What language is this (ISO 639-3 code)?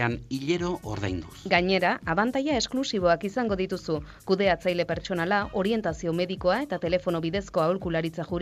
eus